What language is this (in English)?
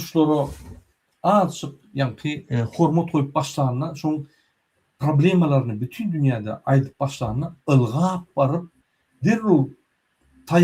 Turkmen